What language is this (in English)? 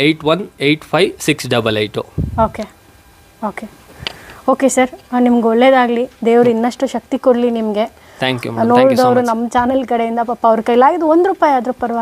Kannada